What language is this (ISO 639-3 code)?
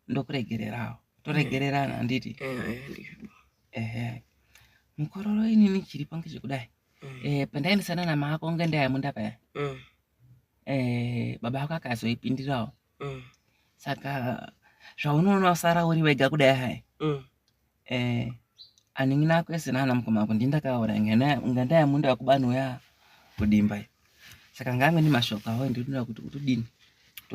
sna